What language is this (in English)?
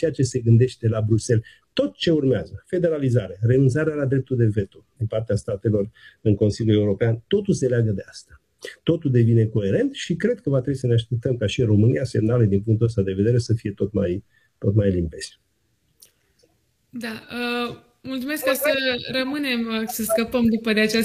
Romanian